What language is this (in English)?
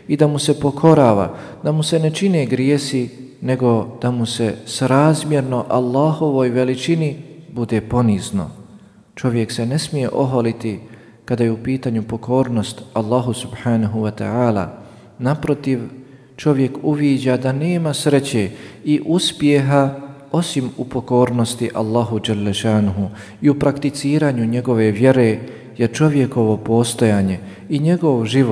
Bosnian